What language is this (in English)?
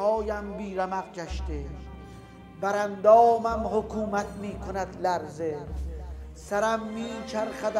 Persian